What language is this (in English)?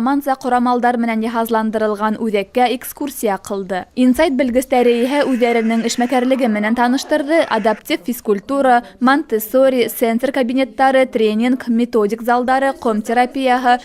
Bashkir